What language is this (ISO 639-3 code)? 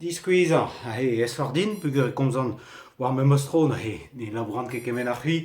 bre